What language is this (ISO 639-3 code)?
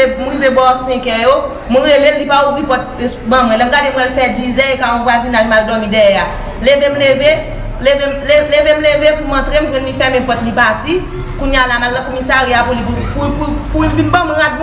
hat